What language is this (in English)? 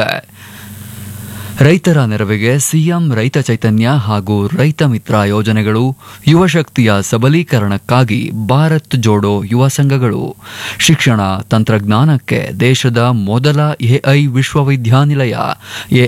Kannada